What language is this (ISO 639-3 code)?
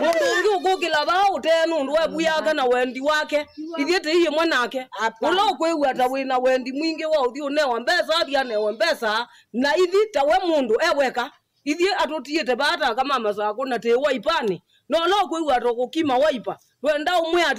kam